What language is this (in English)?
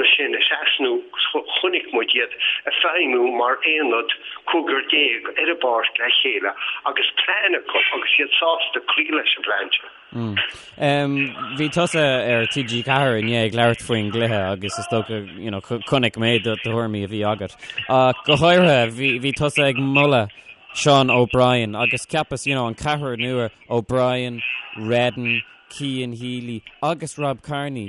Irish